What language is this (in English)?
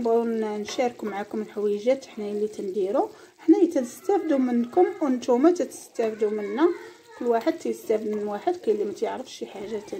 Moroccan Arabic